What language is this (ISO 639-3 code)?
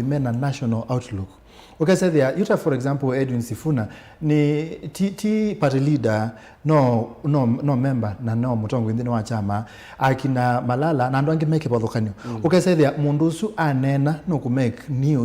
kam